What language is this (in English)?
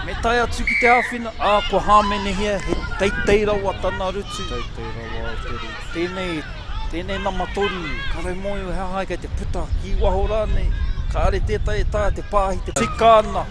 Māori